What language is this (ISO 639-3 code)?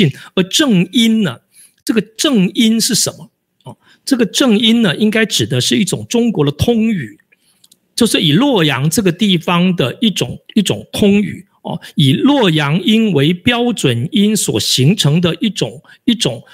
zho